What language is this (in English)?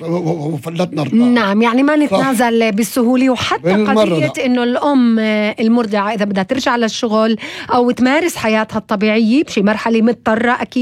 North Levantine Arabic